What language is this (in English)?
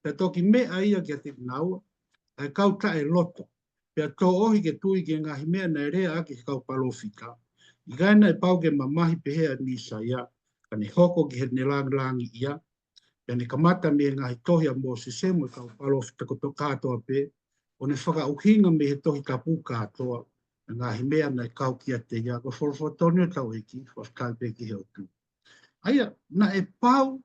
Tongan